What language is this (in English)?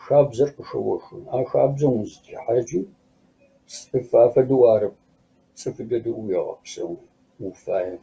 Kabardian